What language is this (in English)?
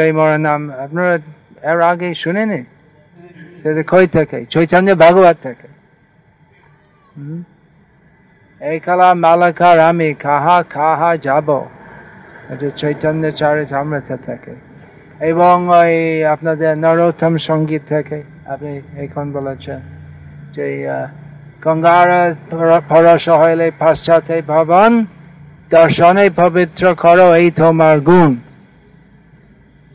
Bangla